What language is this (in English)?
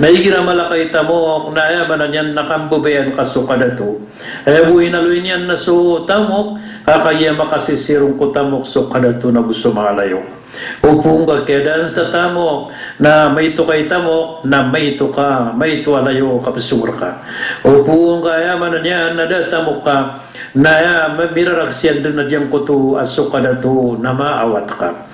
Maranao